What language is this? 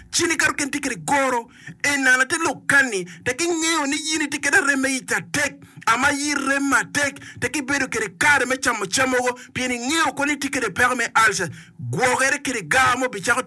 Acoli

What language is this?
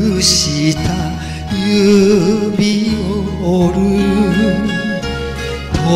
Japanese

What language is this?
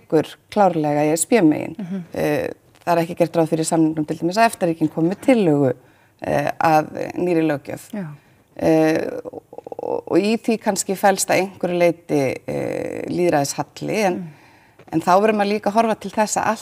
Icelandic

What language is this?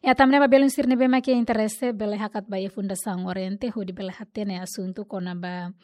Tetum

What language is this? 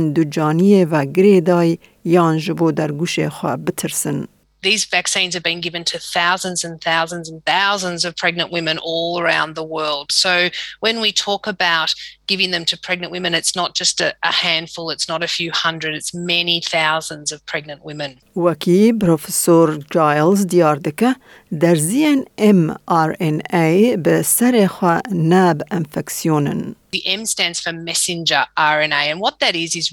Kurdish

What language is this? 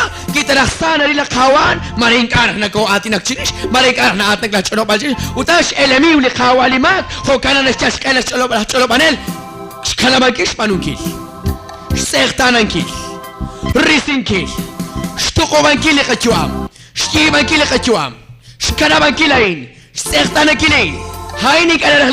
Kekchí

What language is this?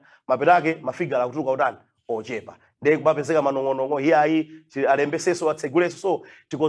Nyanja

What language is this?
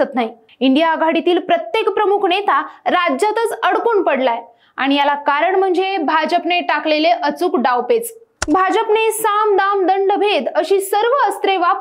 Marathi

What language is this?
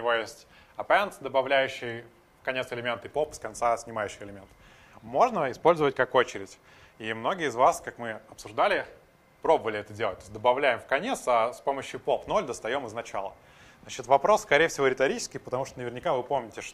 Russian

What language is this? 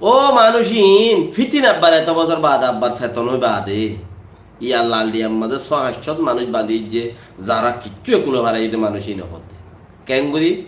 Rohingya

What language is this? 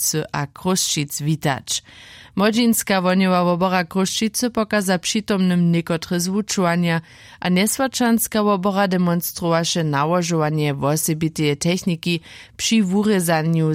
Upper Sorbian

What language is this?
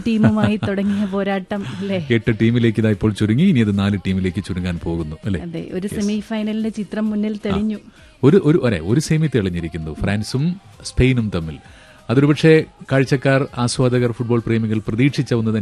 Malayalam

